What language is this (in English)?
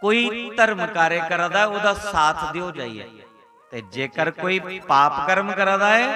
Dogri